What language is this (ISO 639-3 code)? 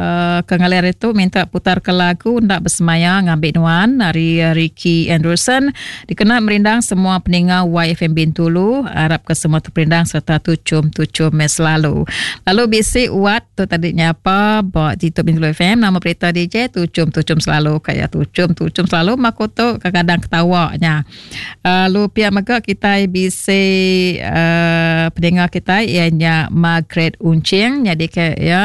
iba